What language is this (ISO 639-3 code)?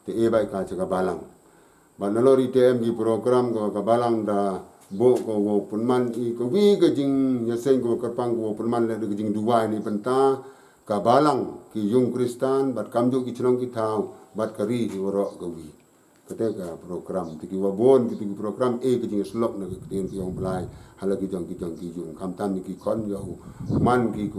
pbv